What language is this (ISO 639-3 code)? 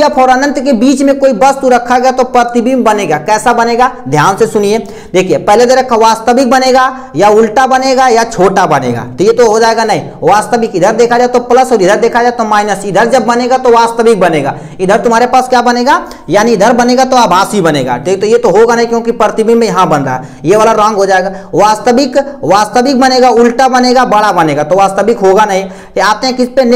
hin